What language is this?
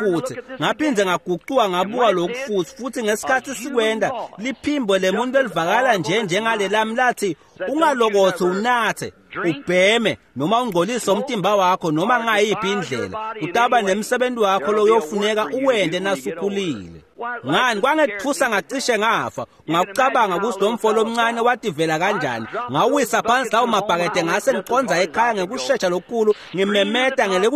Swati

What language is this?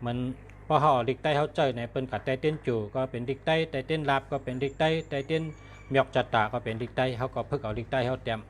Shan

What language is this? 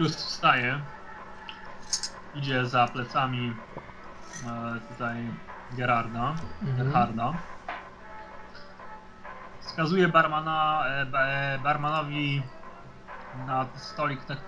Polish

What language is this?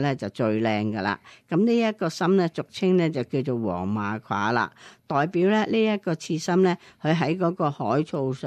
Cantonese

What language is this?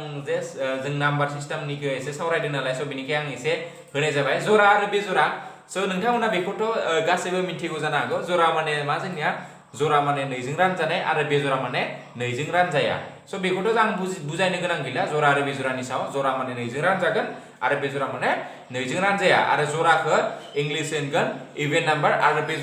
Bodo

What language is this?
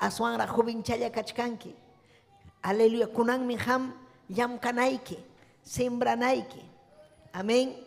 Ayacucho Quechua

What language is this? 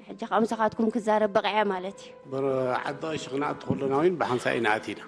Tigrinya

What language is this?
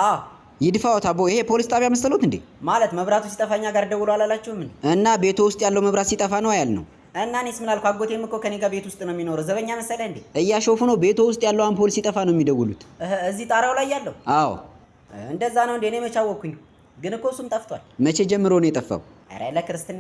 Amharic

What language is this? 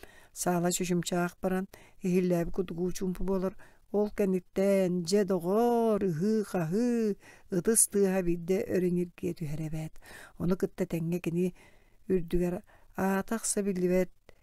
Yakut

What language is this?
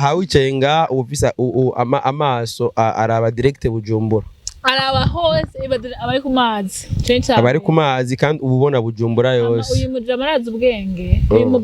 Rundi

